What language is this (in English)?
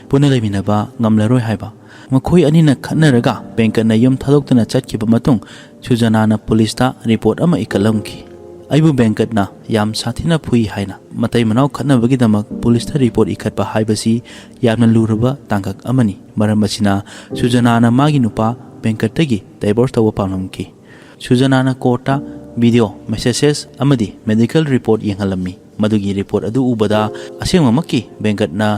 Manipuri